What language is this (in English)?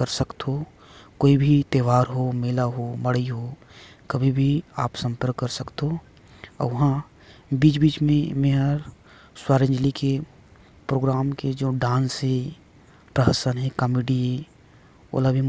Chhattisgarhi